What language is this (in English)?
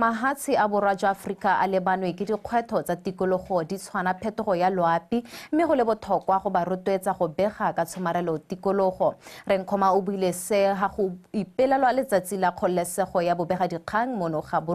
Tswana